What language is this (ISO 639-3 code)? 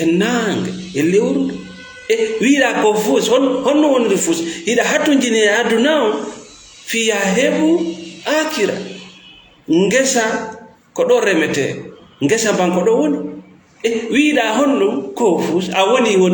ful